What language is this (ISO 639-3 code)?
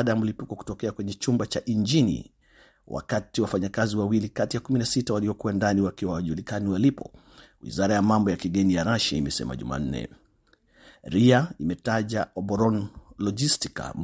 swa